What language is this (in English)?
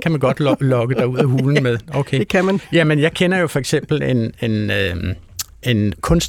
Danish